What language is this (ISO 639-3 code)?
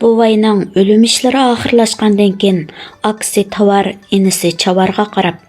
uig